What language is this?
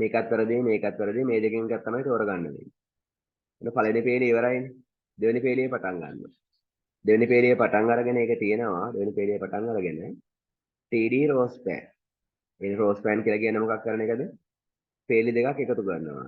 Sinhala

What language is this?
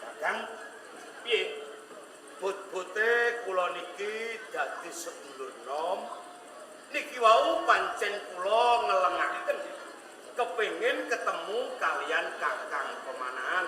Javanese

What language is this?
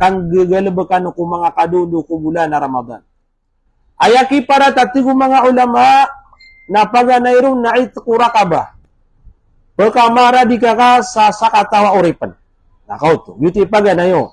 Maranao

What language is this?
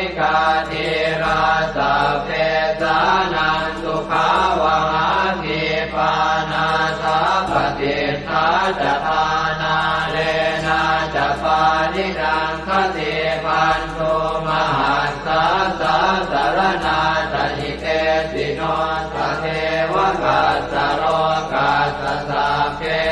Pali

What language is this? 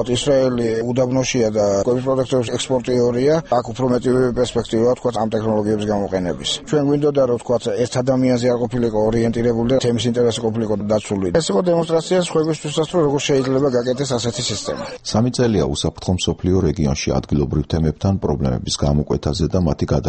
Georgian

